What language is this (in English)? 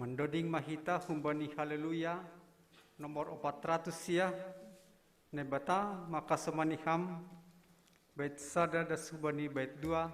Batak Simalungun